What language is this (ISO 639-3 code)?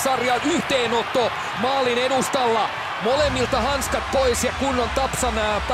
fin